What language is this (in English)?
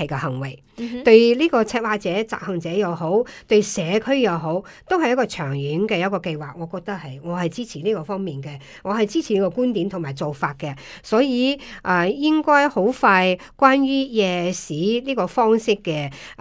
Cantonese